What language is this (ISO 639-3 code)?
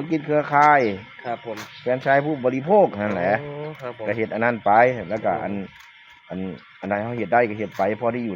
tts